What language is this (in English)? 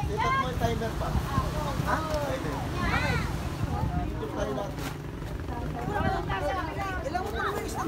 Filipino